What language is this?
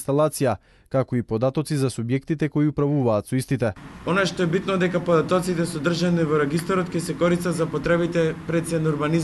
Macedonian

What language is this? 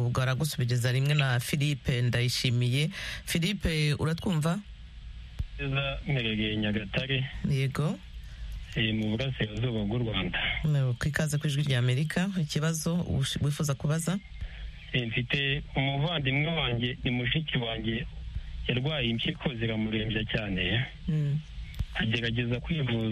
Kinyarwanda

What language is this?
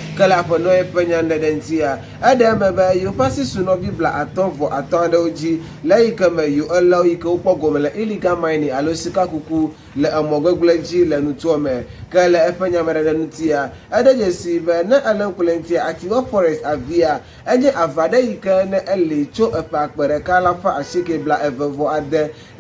Ewe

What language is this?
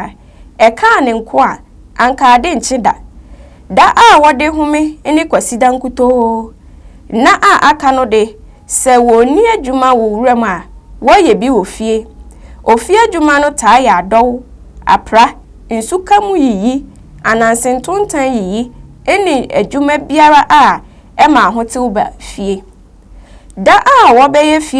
Akan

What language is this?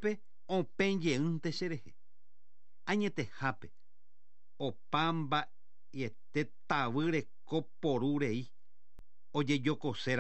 Guarani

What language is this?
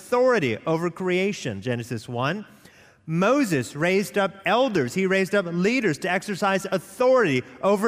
English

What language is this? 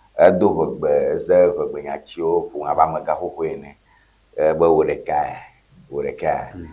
Ewe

